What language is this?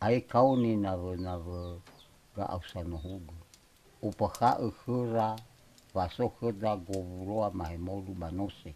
Nias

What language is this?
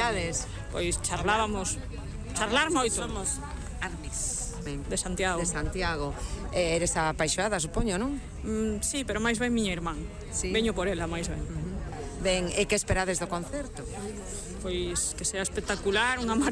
Galician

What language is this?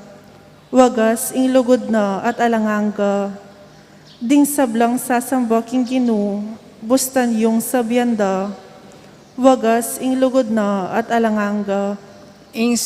Pampanga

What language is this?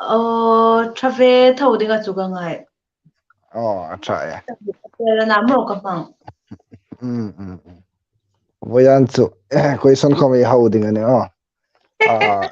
Hmar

